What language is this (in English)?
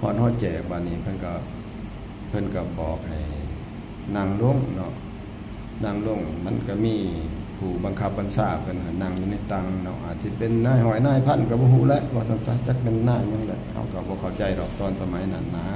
Northeastern Thai